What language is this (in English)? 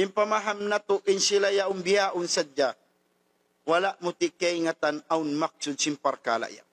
Tausug